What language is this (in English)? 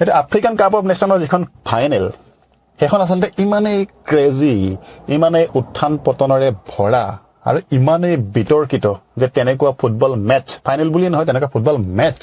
Assamese